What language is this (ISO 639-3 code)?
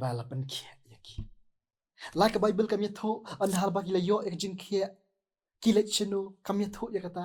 kha